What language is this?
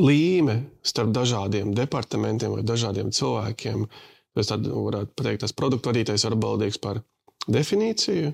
Latvian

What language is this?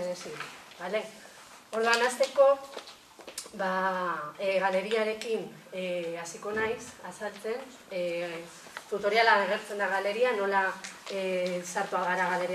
Basque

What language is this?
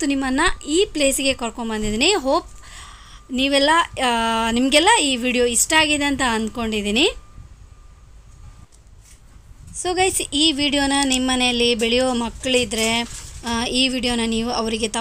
Kannada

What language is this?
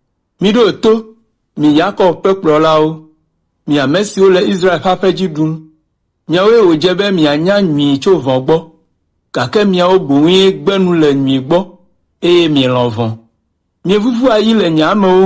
Ewe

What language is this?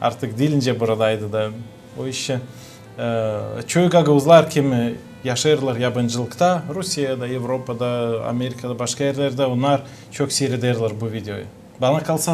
Gagauz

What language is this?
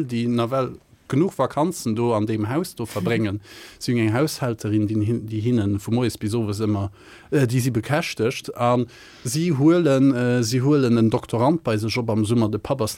Luxembourgish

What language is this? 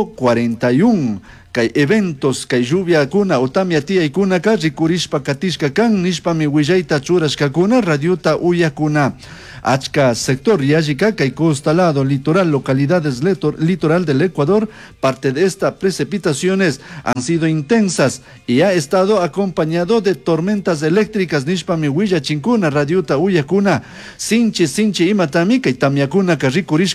Chimborazo Highland Quichua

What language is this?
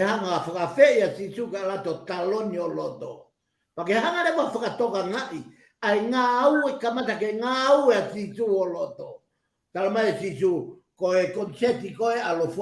Tongan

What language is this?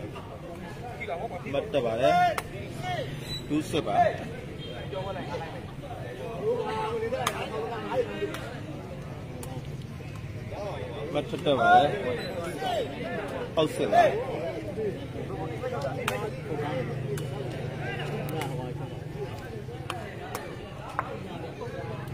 Burmese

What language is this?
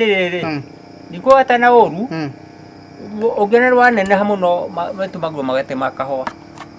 Kikuyu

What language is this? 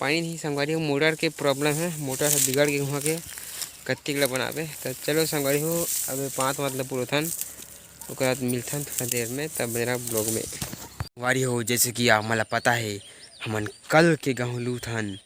Chhattisgarhi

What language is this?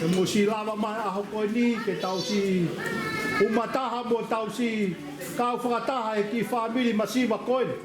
Tongan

